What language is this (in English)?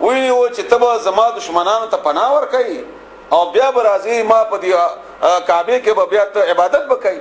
Pashto